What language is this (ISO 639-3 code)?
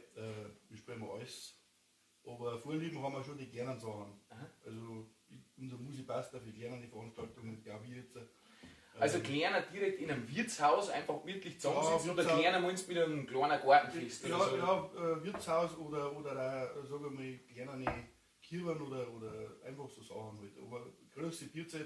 bar